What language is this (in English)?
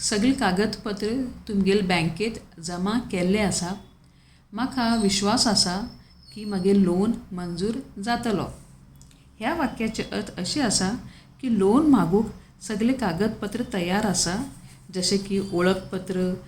Konkani